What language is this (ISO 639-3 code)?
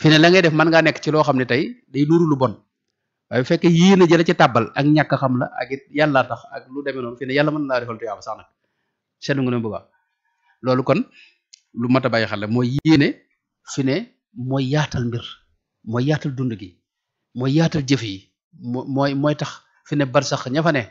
wol